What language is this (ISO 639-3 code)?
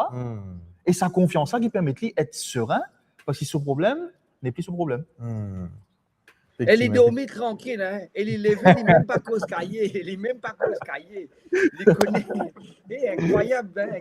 mfe